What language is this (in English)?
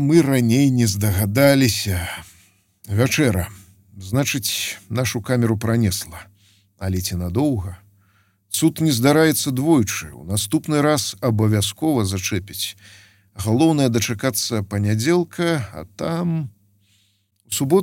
Belarusian